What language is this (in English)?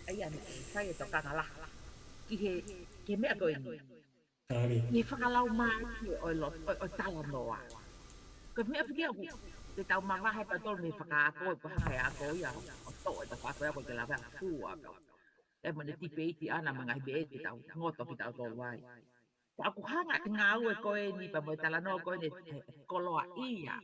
Tongan